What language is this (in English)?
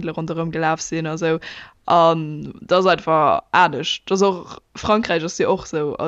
Luxembourgish